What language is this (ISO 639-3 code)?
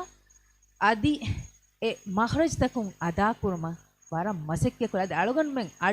div